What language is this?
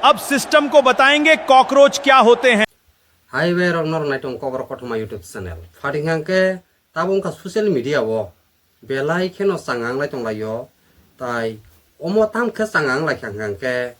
Kok Borok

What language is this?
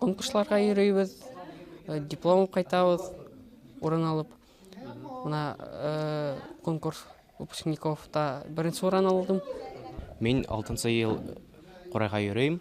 Bashkir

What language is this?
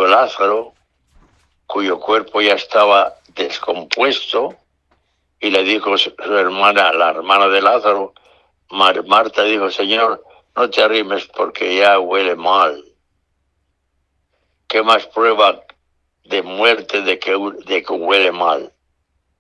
Spanish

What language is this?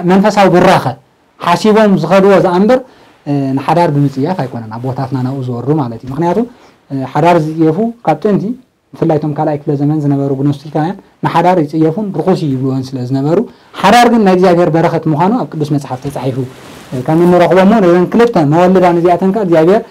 Tigrinya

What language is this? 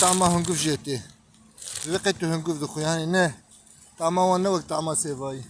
Kurdish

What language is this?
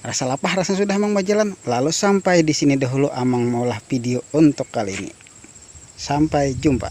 Banjar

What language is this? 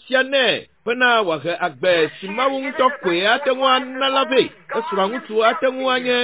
Ewe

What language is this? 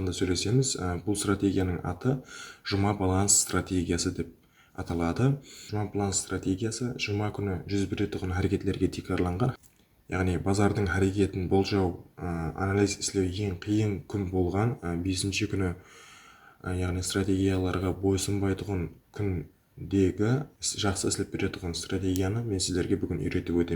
Kara-Kalpak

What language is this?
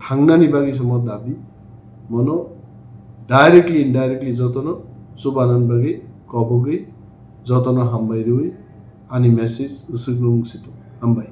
Kok Borok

